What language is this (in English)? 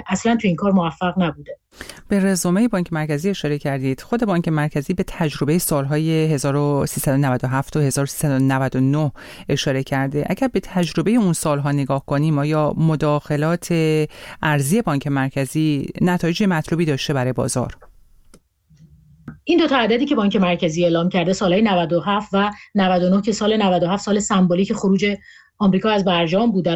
Persian